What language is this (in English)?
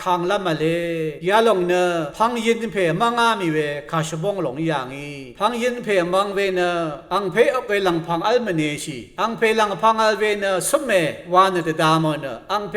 Rawang